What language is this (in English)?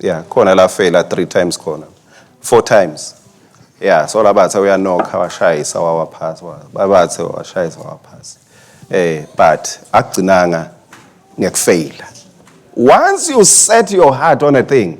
Swati